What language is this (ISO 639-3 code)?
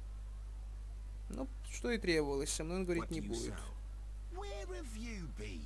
rus